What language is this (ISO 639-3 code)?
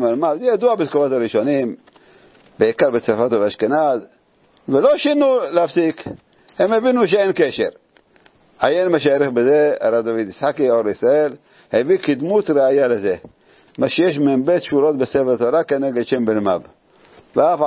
heb